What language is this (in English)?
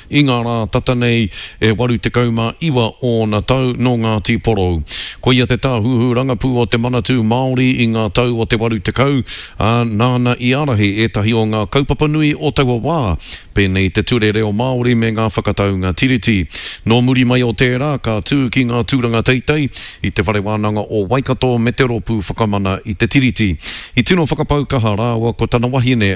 Māori